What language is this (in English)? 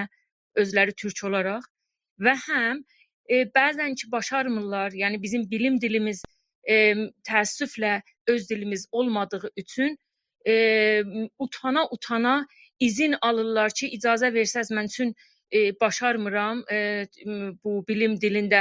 South Azerbaijani